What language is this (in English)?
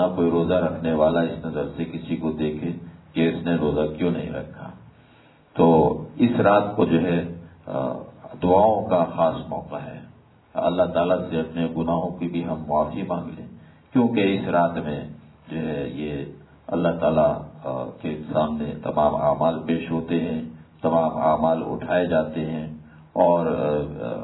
Urdu